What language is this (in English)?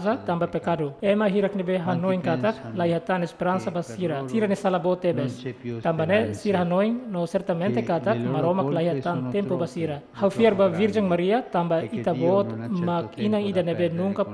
Tetum